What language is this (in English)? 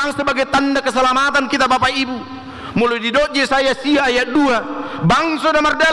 Batak Toba